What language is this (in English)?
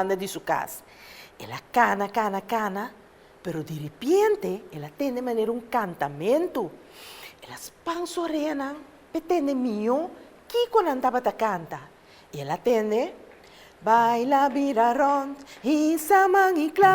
Papiamento